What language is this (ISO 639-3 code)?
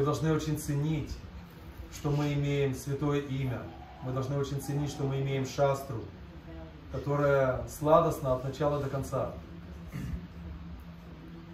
rus